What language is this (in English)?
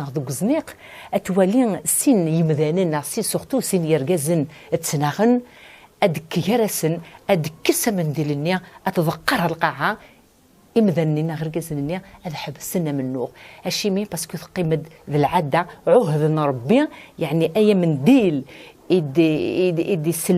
Kabyle